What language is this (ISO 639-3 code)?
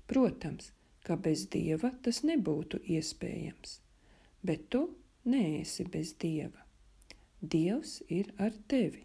lav